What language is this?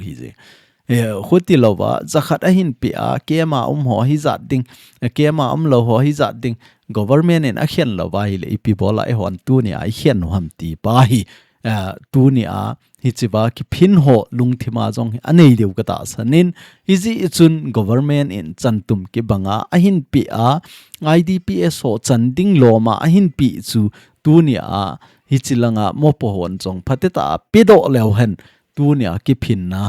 Thado Chin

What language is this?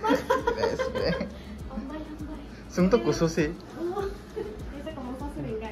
Kok Borok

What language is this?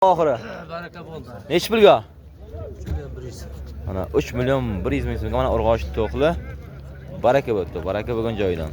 Uzbek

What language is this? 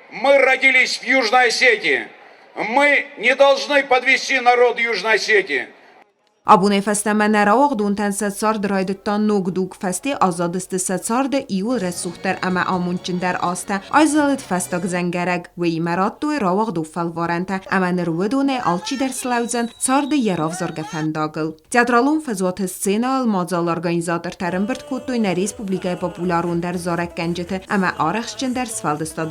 Ossetic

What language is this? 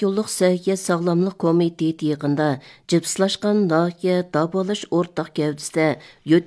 Uyghur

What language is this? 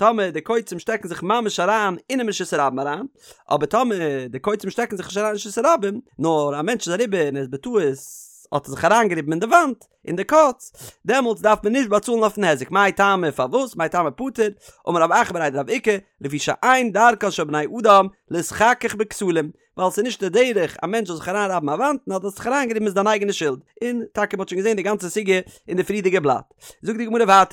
Yiddish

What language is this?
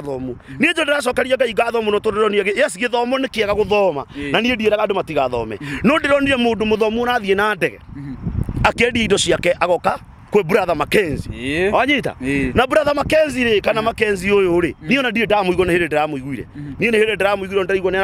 Kikuyu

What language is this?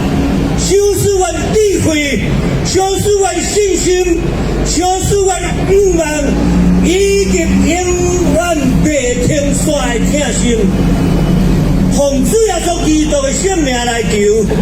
Min Nan Chinese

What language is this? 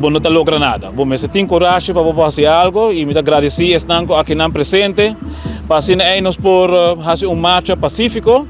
Papiamento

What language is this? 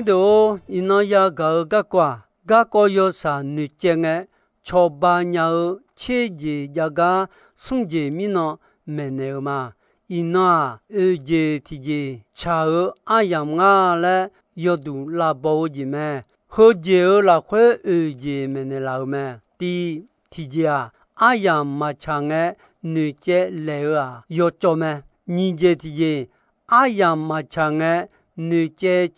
Akha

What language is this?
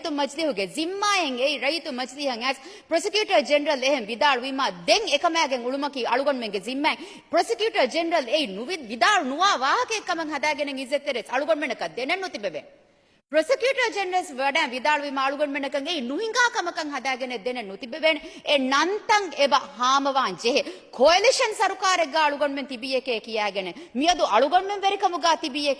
Divehi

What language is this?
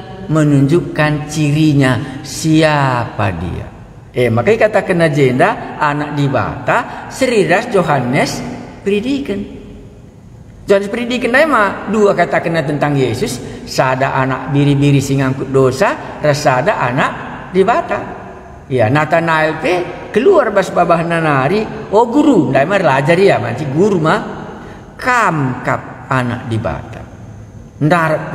Batak Karo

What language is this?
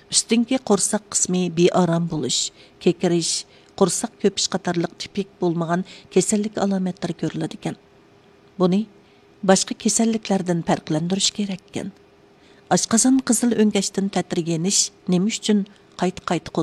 Uyghur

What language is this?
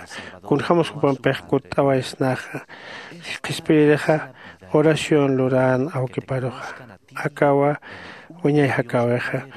Aymara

